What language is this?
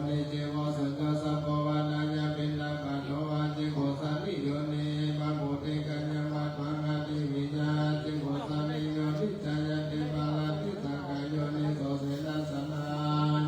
Pali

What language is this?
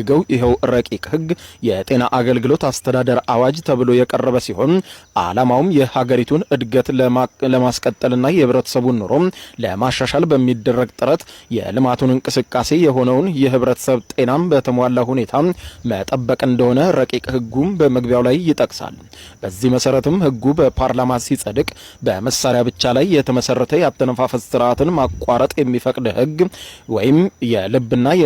Amharic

